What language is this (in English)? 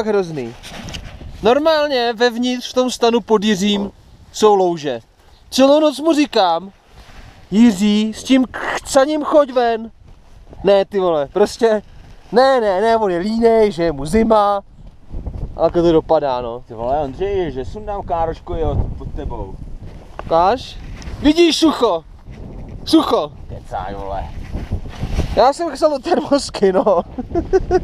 Czech